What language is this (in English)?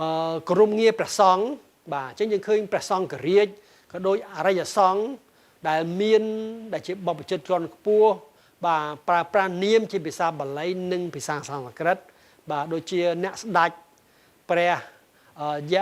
Khmer